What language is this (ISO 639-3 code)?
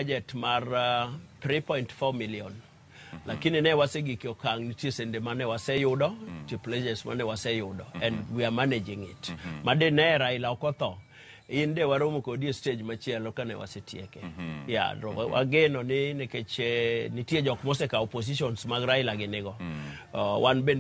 luo